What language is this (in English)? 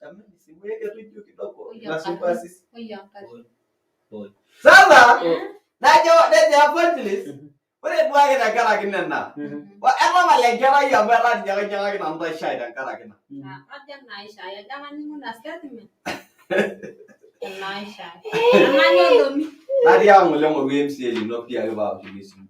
Masai